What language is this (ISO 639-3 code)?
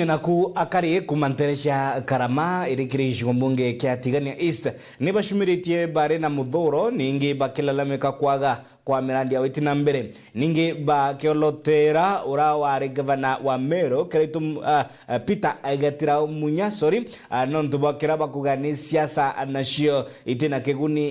mer